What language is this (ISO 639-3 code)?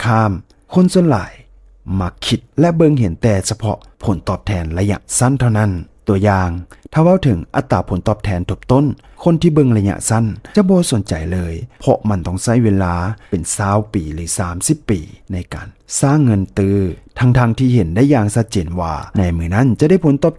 lao